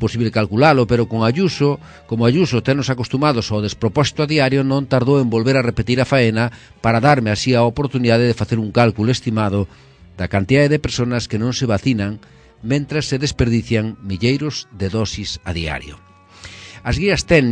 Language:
Galician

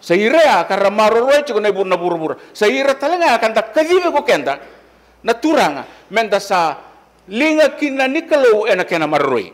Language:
Fijian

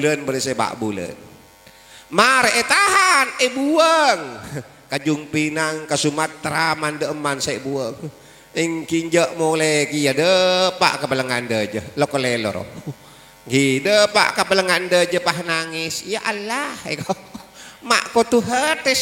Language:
Madurese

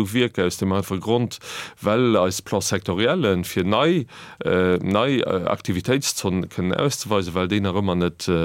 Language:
Luxembourgish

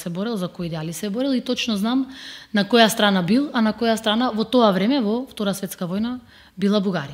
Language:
Macedonian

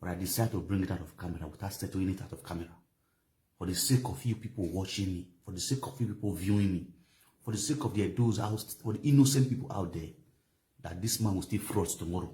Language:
Nigerian Pidgin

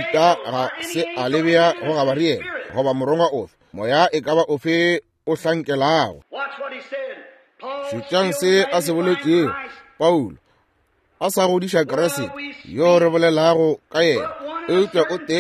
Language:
Northern Sotho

